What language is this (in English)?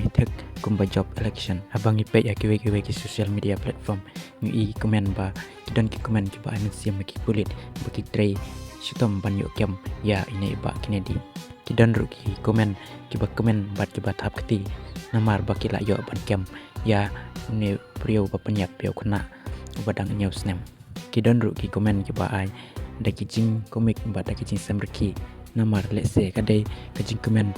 Khasi